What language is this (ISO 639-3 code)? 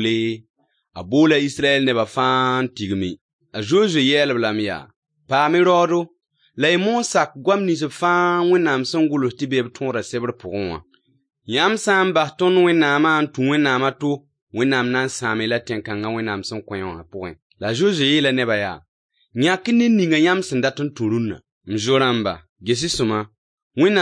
mos